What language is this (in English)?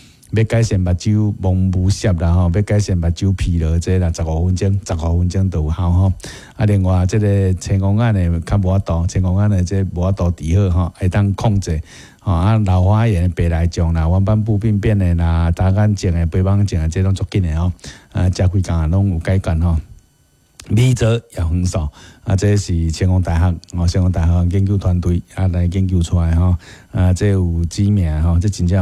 Min Nan Chinese